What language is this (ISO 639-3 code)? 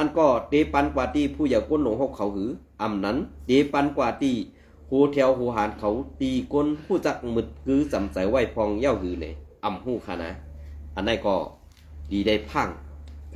shn